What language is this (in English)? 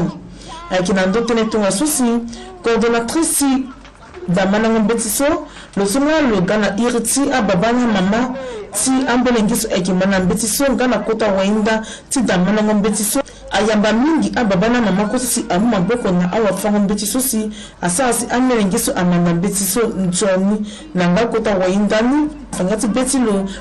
Sango